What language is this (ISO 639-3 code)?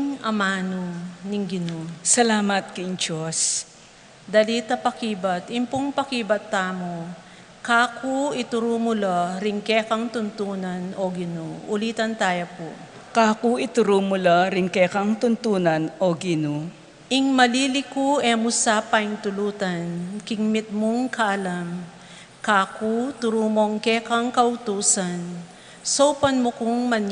pam